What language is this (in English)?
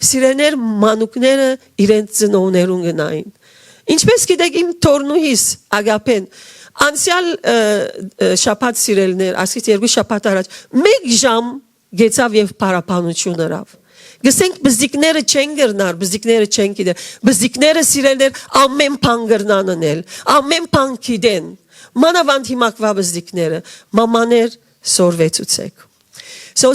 Western Armenian